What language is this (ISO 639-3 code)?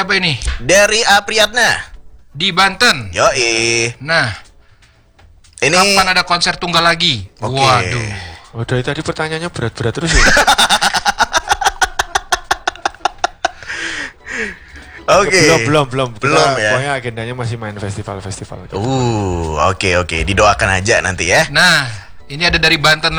ind